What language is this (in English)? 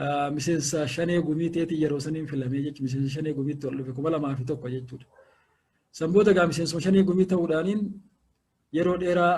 Oromo